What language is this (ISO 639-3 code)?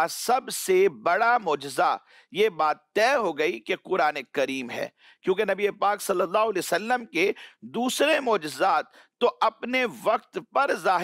urd